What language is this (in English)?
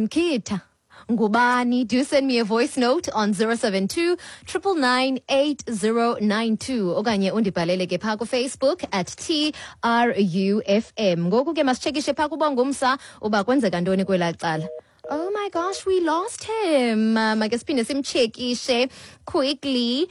Xhosa